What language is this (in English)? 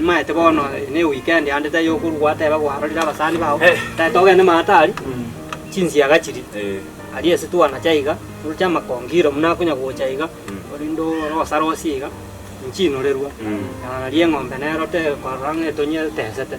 Gusii